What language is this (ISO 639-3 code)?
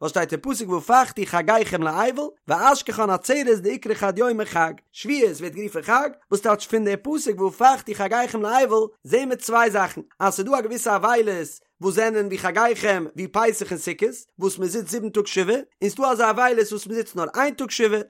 yid